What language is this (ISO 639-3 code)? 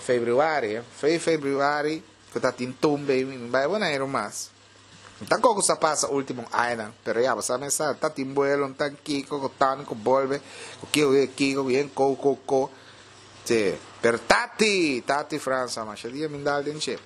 pap